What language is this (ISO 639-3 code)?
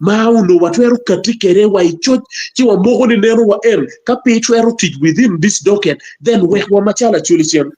ach